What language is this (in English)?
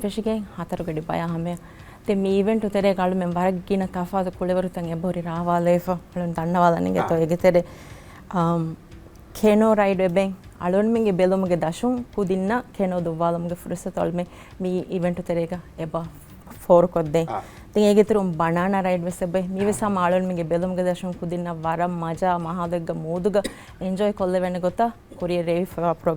Divehi